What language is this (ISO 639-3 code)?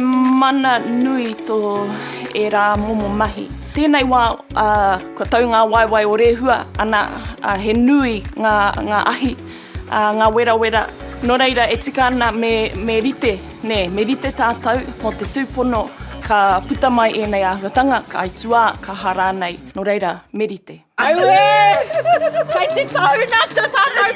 mri